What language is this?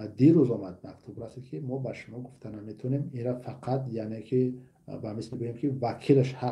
Tajik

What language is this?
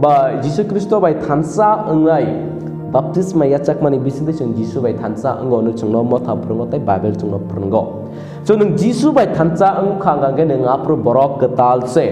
Kok Borok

